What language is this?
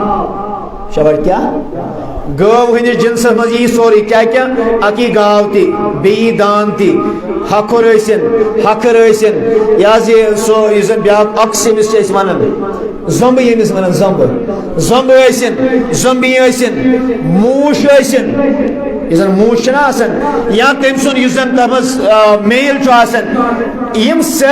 Kashmiri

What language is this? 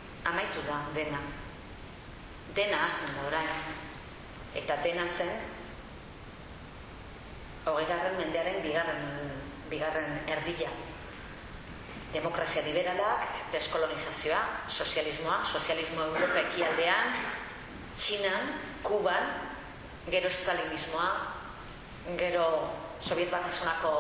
Basque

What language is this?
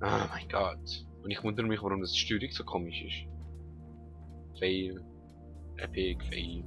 Swiss German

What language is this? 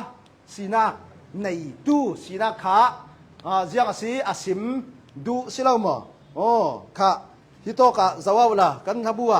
Hakha Chin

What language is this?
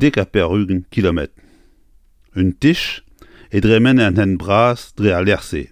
Breton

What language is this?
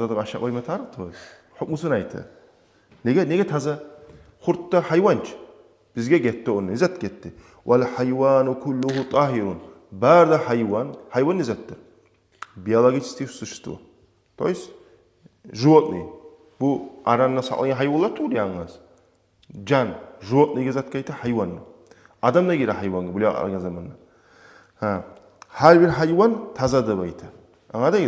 Kumyk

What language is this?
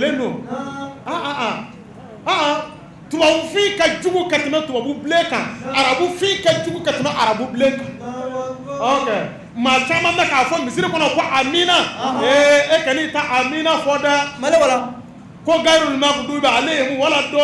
Bambara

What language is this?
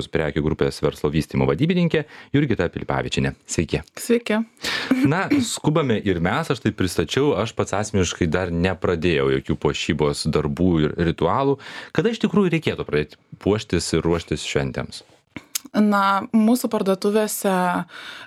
Lithuanian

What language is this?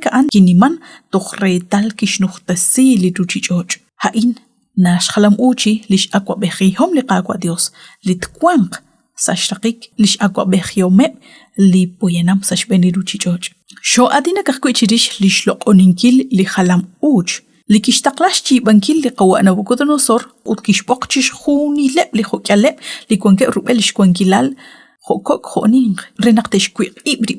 Kekchí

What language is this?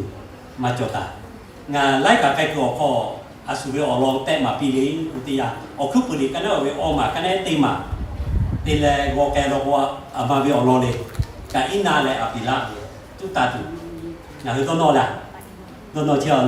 Lahu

